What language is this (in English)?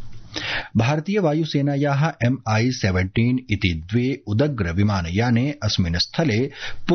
Sanskrit